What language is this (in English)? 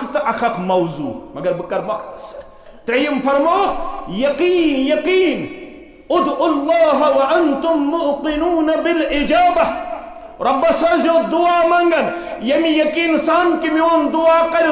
Kashmiri